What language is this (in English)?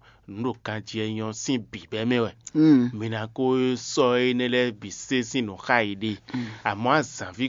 Fon